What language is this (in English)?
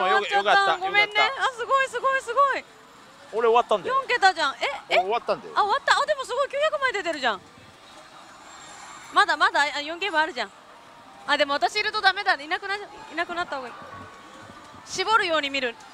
Japanese